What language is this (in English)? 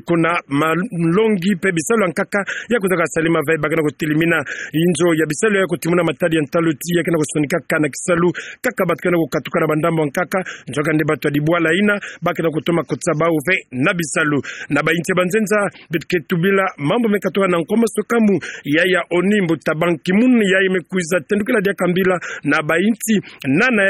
Kituba (Democratic Republic of Congo)